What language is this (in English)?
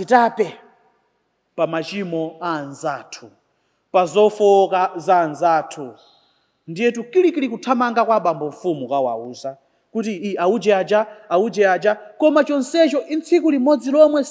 Nyanja